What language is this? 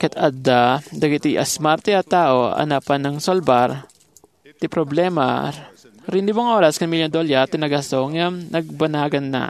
Iloko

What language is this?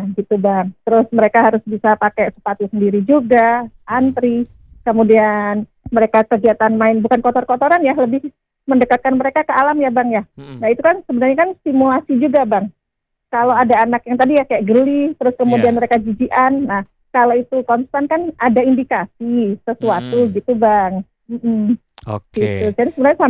Indonesian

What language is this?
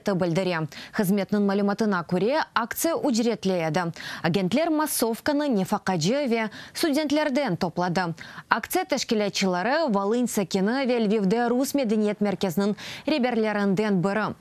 Crimean Tatar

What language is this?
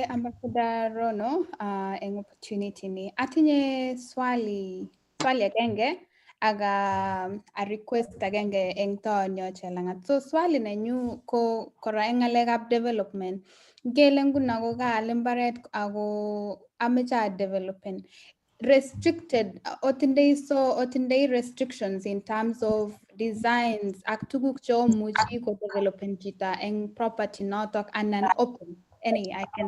Kalenjin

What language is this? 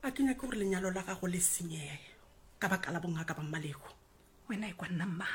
Northern Sotho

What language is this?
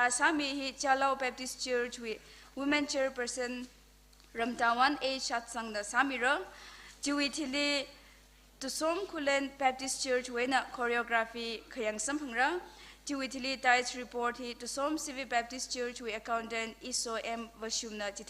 Tangkhul Naga (India)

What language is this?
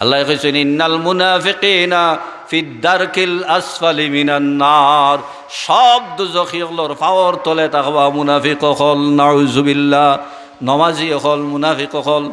Sylheti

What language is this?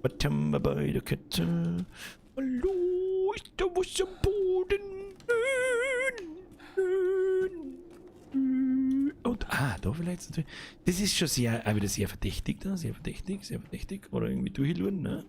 Bavarian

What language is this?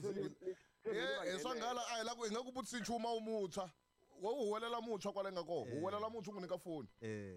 Tsonga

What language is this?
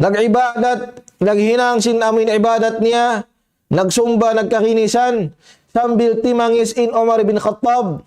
Tausug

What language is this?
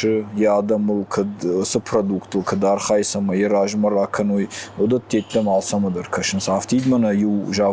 Ossetic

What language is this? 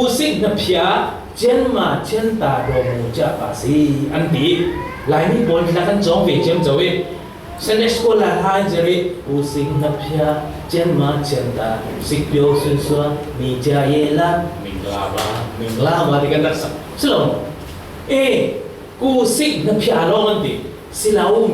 Falam Chin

